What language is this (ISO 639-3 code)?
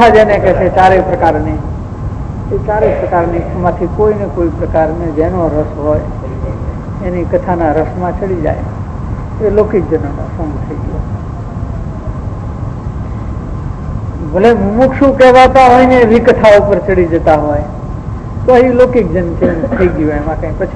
guj